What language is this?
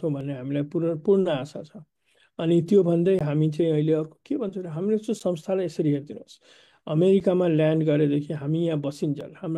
Nepali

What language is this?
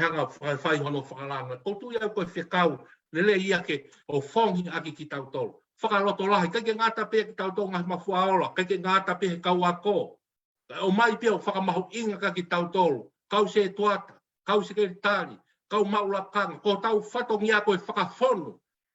Tongan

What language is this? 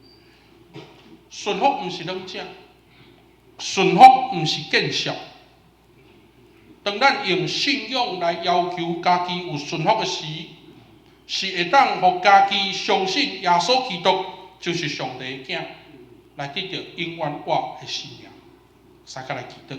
Min Nan Chinese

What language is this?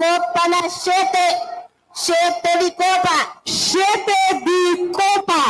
Papiamento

